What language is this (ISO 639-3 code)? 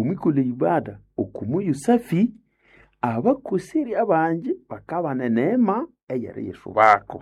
nnb